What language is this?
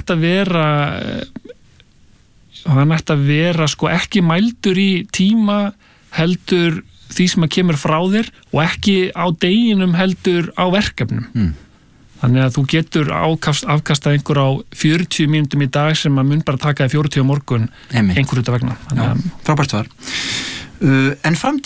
Icelandic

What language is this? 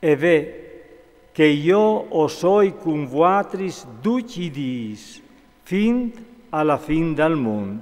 Friulian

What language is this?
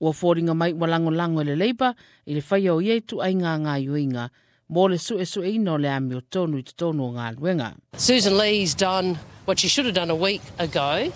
Samoan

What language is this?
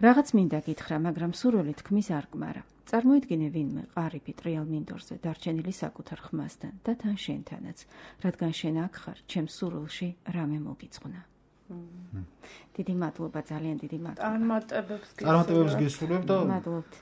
Georgian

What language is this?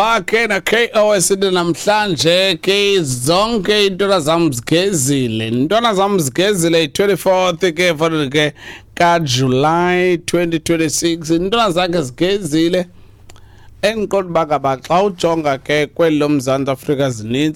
Xhosa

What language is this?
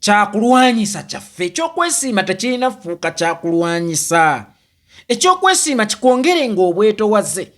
Ganda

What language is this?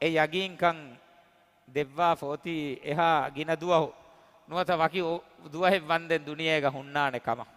Divehi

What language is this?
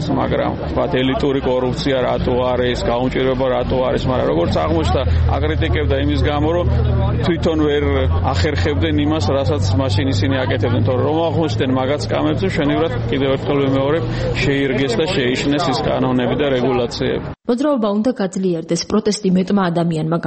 Georgian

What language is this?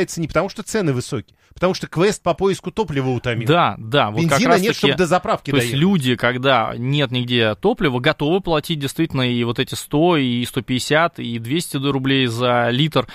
Russian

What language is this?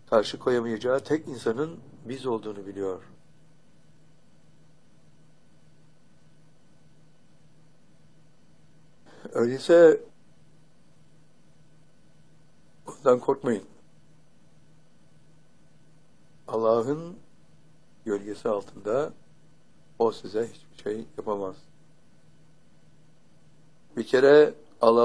Turkish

